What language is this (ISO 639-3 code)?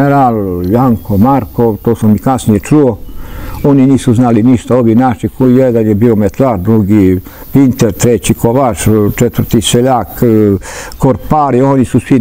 srp